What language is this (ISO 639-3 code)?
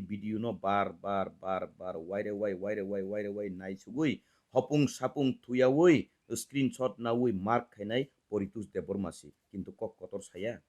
trp